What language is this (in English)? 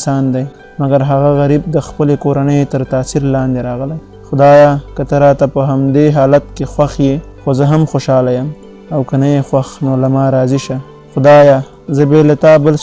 Pashto